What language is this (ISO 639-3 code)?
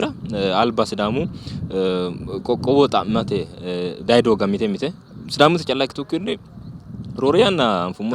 sid